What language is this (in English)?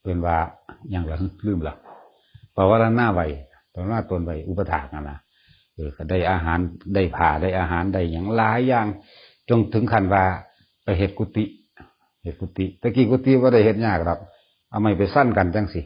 Northeastern Thai